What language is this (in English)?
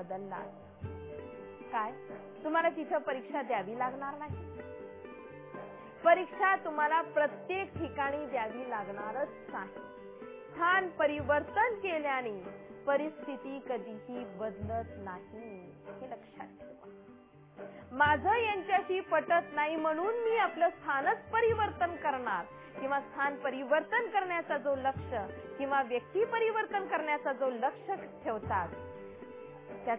Marathi